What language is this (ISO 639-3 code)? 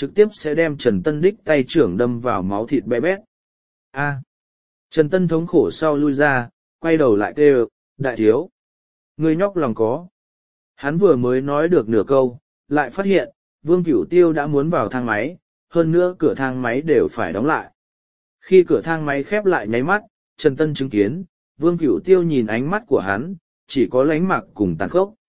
vie